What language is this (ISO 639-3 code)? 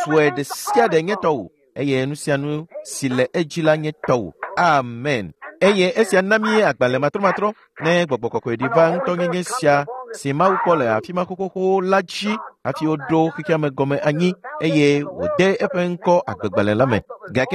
ewe